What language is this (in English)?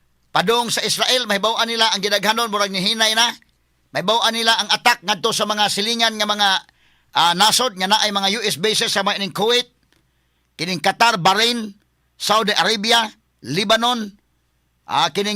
Cebuano